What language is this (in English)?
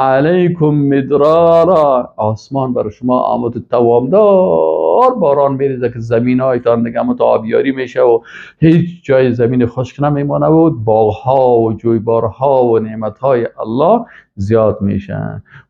Persian